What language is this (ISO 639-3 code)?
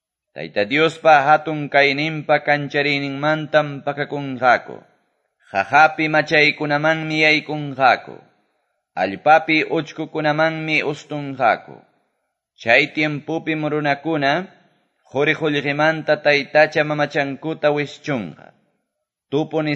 que